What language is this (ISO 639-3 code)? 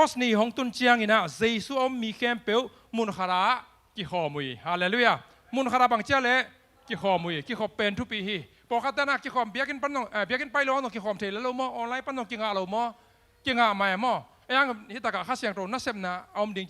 ctd